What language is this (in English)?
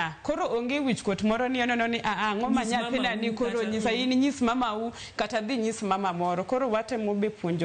Luo (Kenya and Tanzania)